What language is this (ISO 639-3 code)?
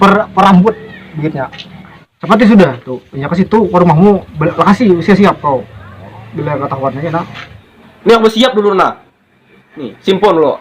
bjn